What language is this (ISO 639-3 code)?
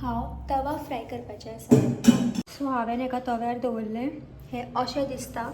kok